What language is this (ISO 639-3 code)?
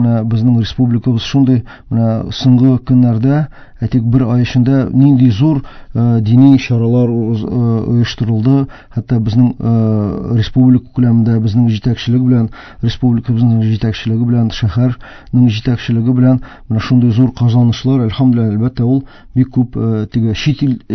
tat